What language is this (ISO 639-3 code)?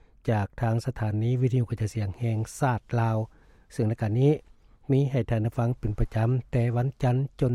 lao